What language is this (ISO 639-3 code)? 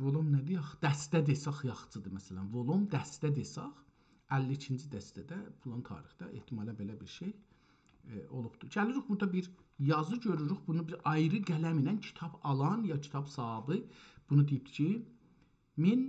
azb